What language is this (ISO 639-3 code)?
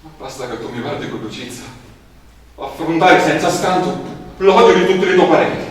scn